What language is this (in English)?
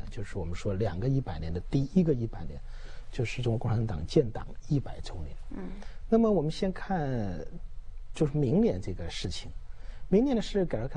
Chinese